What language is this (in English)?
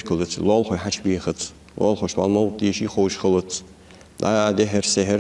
Ingush